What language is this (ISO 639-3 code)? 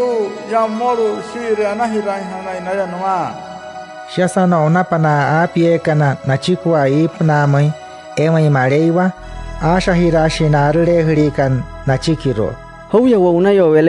guc